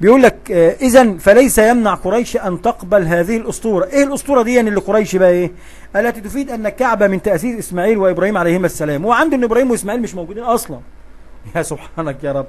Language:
Egyptian Arabic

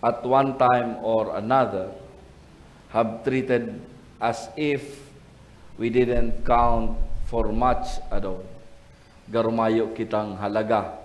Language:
Bikol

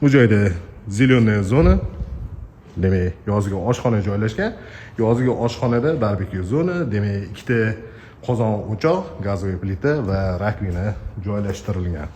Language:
Uzbek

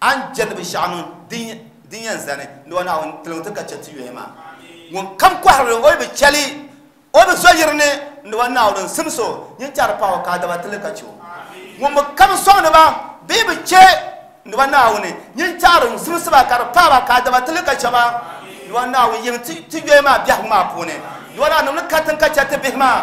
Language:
Dagbani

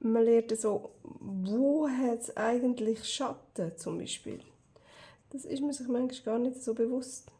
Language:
Swiss German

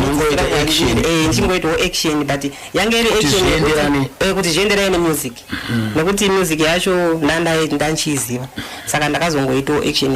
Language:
Shona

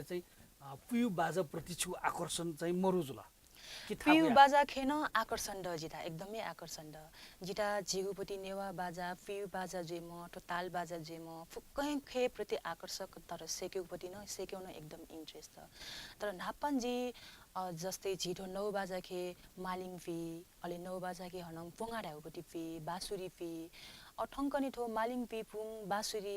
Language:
Newari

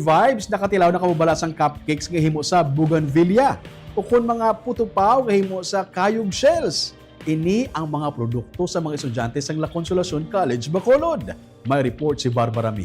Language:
Hiligaynon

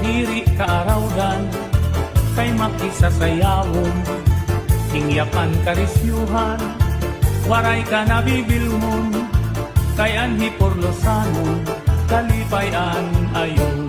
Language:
Waray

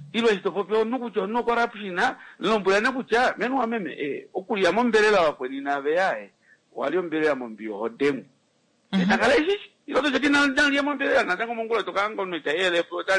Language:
Kuanyama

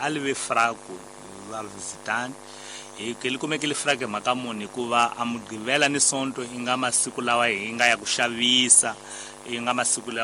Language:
Tsonga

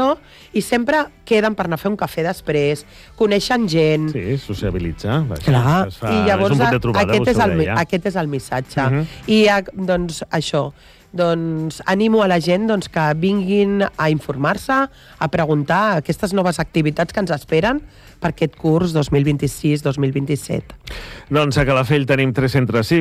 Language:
Catalan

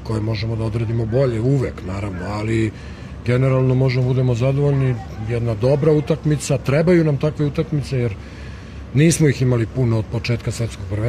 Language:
Serbian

